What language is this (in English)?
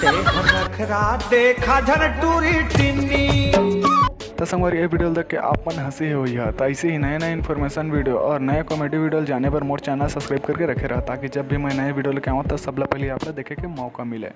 Chhattisgarhi